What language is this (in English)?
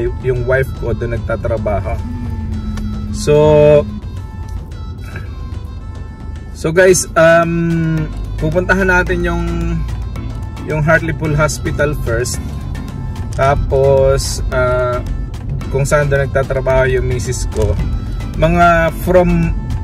Filipino